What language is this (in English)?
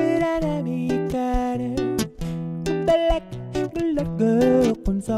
Bashkir